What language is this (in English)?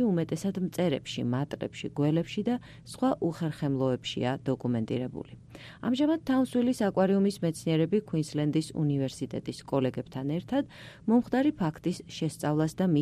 Georgian